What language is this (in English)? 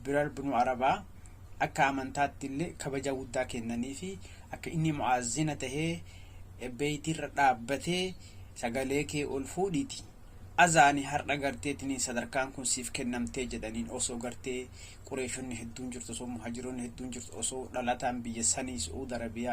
Oromo